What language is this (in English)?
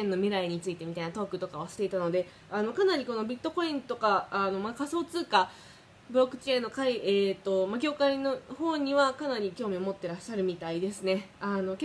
Japanese